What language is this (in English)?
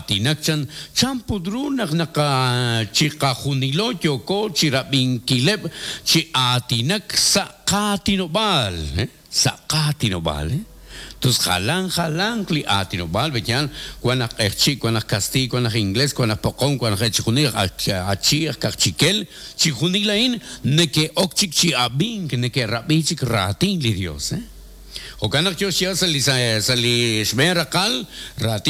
Kekchí